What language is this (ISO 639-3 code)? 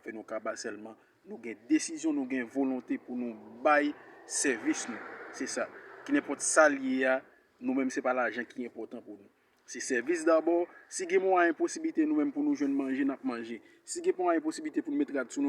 hat